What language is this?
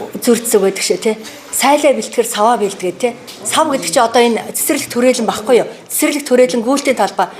Mongolian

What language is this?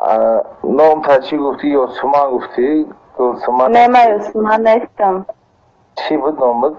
Tajik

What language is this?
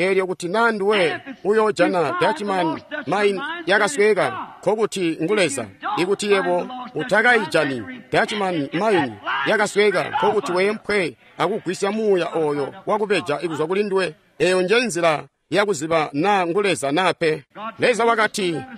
Tonga (Zambia)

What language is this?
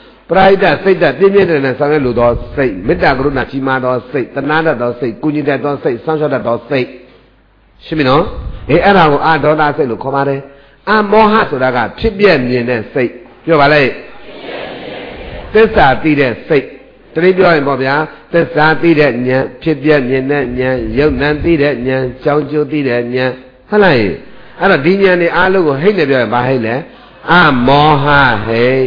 Burmese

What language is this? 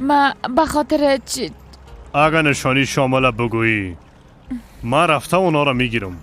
Persian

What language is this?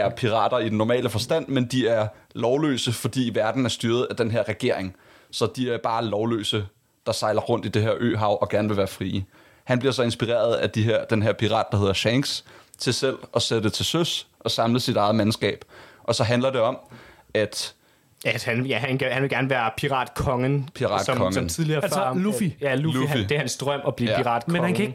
Danish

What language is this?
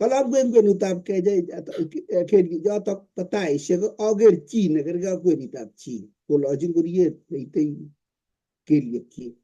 Kalenjin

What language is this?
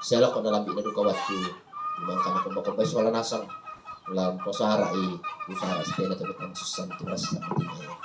Toraja-Sa'dan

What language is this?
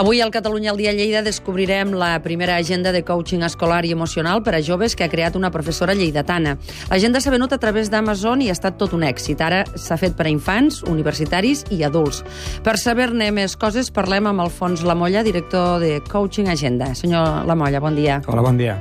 Catalan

